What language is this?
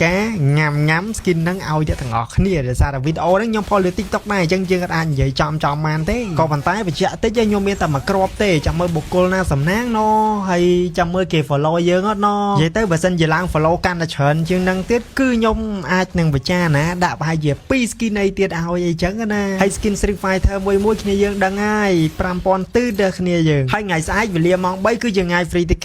Khmer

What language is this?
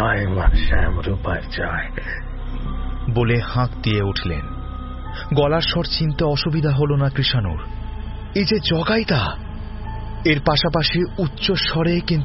Bangla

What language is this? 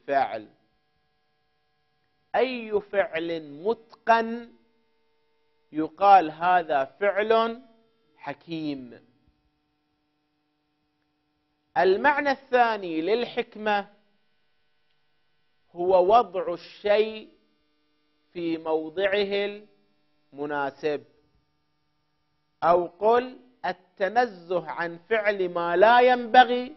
Arabic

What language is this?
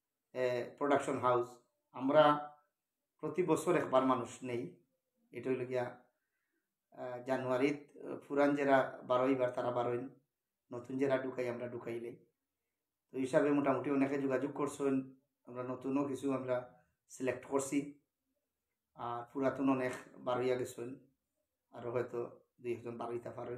Sylheti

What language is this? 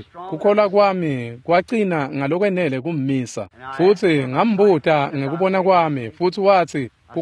Swati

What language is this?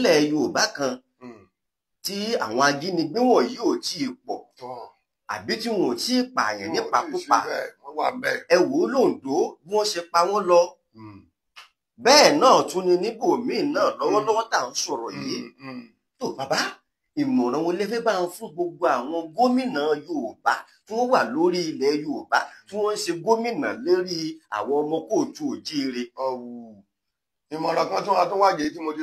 Yoruba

